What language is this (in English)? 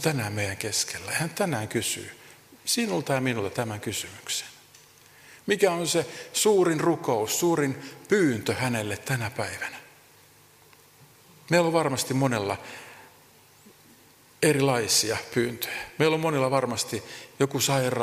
Finnish